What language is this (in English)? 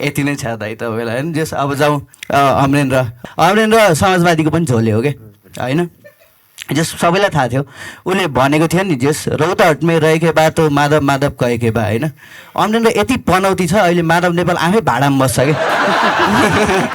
Nepali